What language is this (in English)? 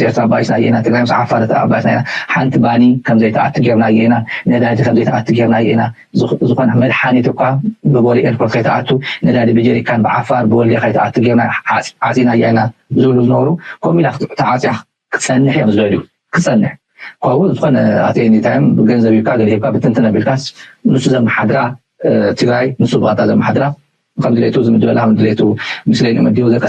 Tigrinya